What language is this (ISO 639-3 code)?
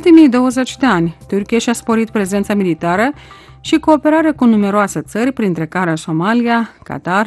ron